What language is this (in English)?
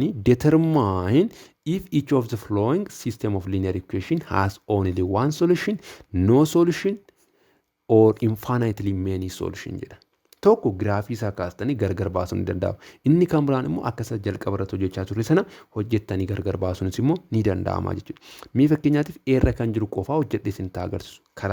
Oromo